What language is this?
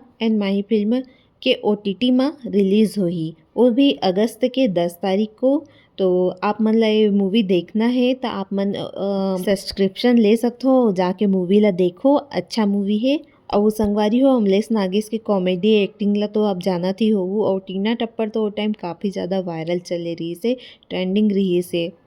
Chhattisgarhi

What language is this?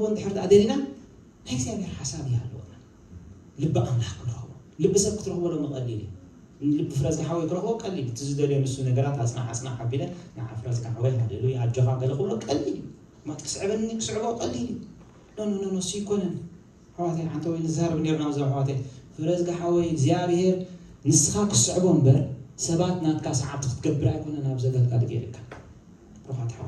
Tigrinya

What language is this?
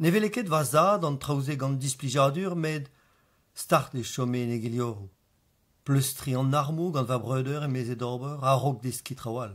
Breton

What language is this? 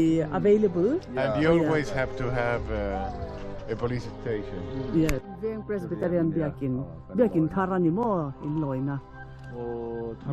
Mizo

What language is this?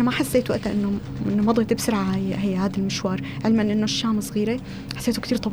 North Levantine Arabic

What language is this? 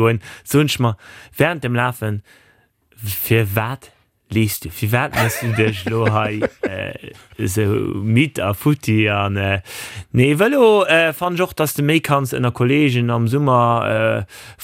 Luxembourgish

